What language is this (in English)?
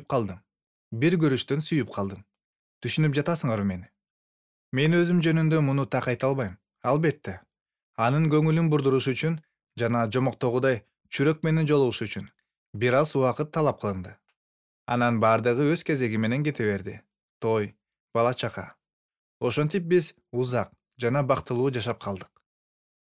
Kyrgyz